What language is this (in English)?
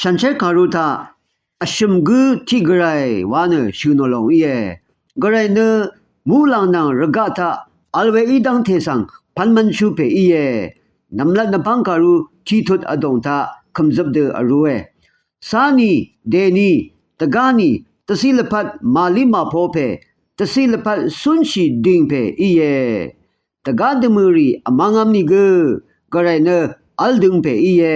Rawang